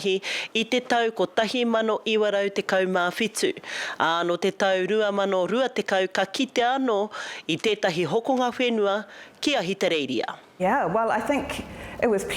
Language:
Māori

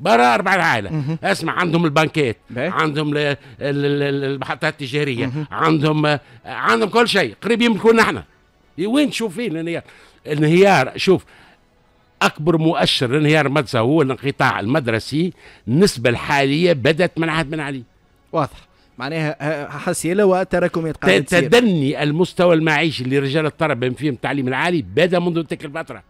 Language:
Tunisian Arabic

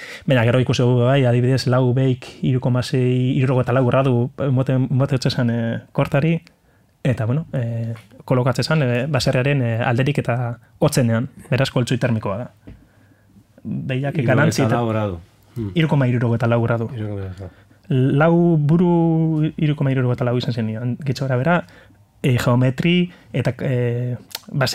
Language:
Basque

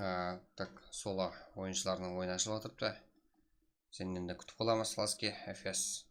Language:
Kara-Kalpak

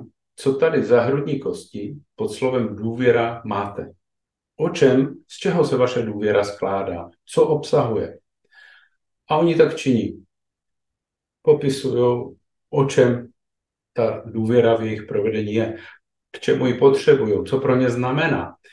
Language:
Czech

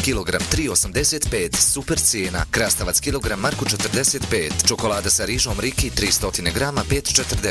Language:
Bosnian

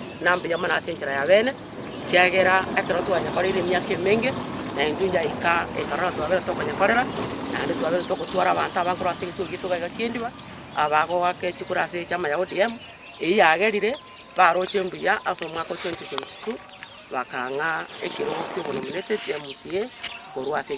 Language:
Gusii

